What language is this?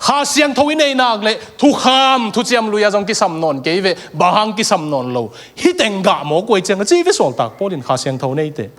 Tedim Chin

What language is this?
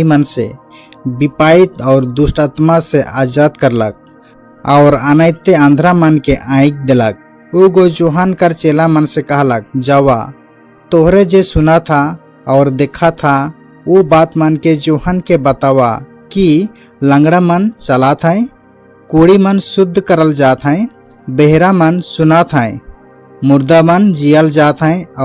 Sadri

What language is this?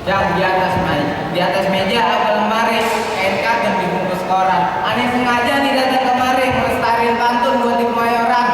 Betawi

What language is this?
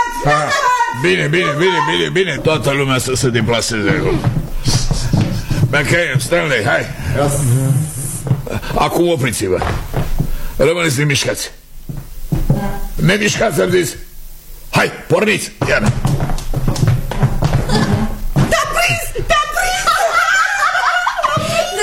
Romanian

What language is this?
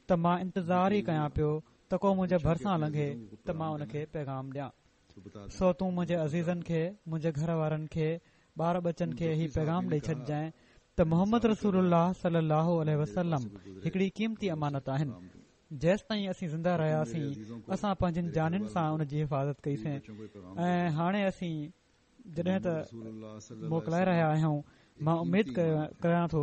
Sindhi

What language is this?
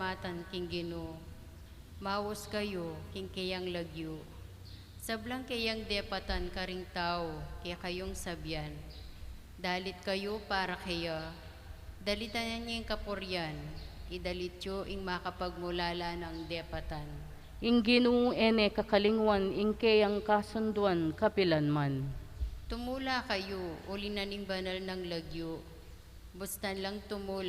Pampanga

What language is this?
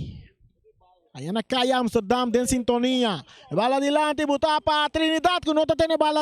Papiamento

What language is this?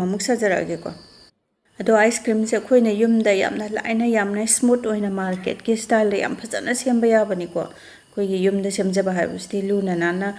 Manipuri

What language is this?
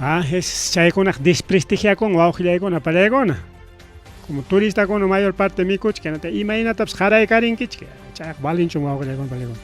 Ayacucho Quechua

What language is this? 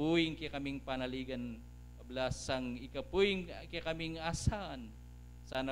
Pampanga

